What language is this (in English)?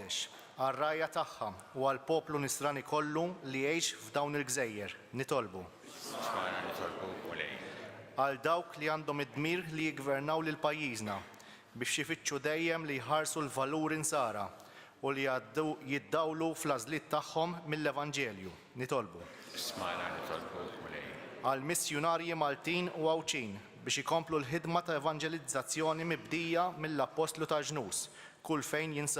Maltese